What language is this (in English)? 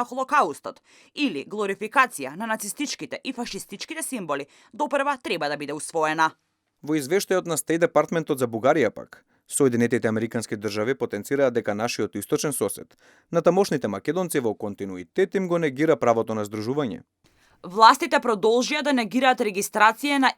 Macedonian